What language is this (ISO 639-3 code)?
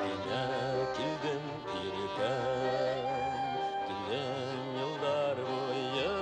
bak